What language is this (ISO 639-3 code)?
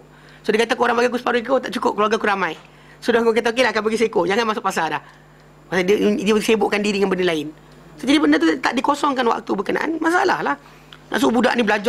msa